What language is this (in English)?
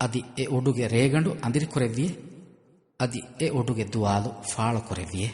Divehi